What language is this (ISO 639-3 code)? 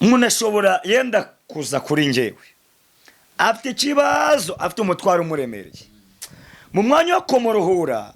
kin